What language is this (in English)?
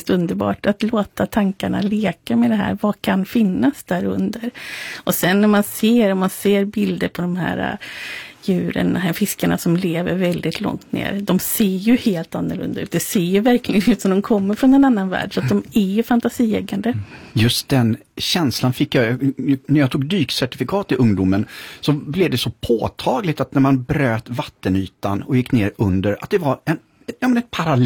Swedish